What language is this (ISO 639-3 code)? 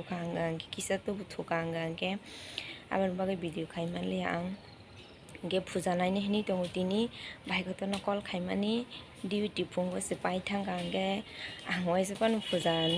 trp